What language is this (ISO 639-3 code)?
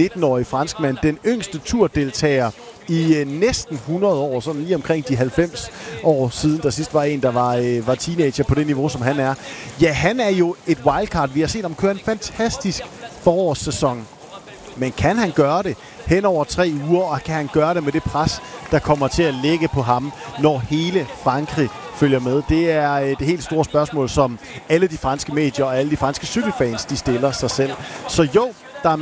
dan